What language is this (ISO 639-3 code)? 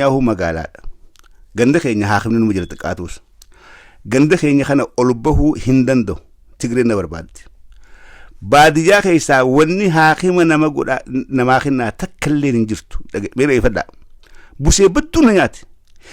orm